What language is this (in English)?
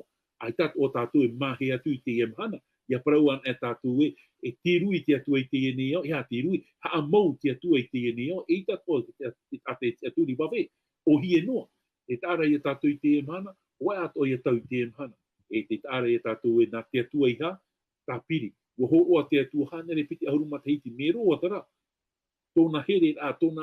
Tahitian